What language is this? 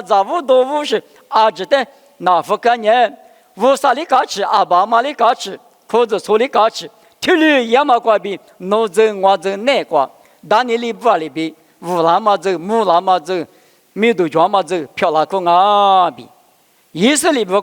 Lisu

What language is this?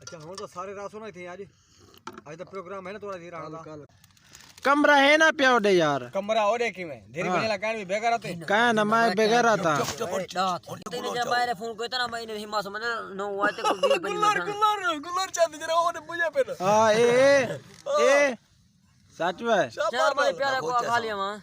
Saraiki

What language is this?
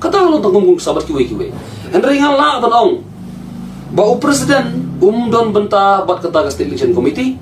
Khasi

